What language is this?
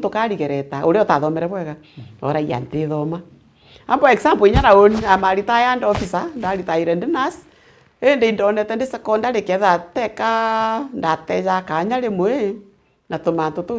Meru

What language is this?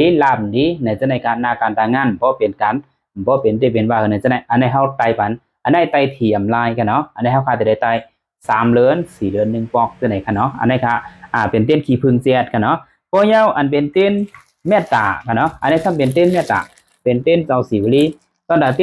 Shan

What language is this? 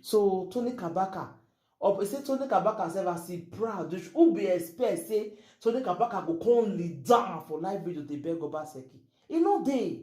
Nigerian Pidgin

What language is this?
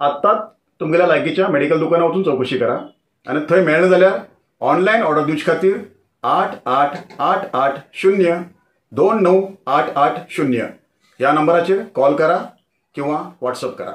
Konkani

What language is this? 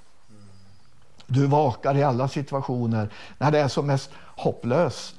Swedish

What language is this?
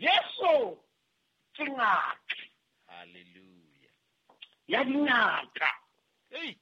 Southern Sotho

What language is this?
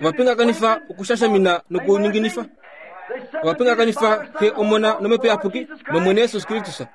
Kuanyama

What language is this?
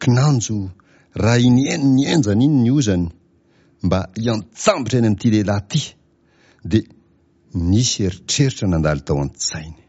Malagasy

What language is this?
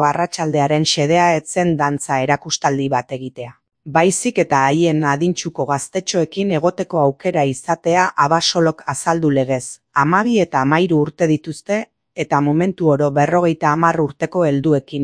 Basque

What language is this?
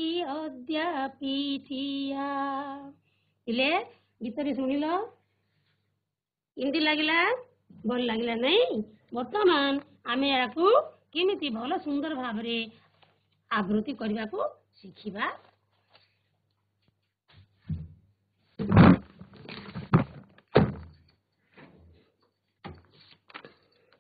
Odia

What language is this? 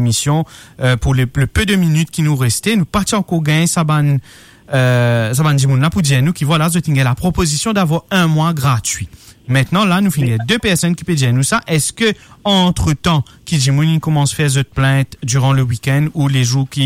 Morisyen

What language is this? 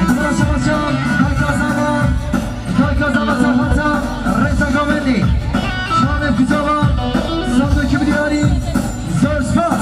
Kurdish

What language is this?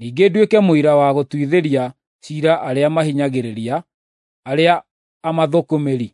Kikuyu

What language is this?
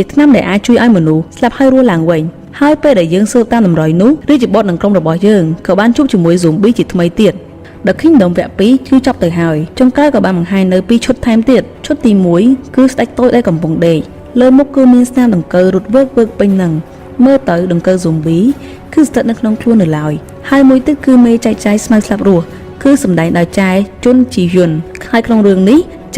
Khmer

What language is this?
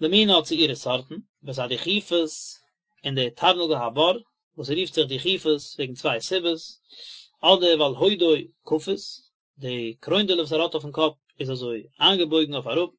Yiddish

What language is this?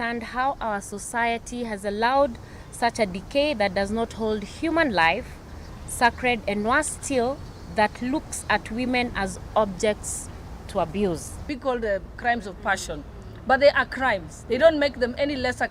Kikuyu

